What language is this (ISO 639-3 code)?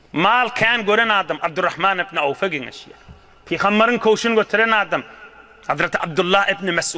tuk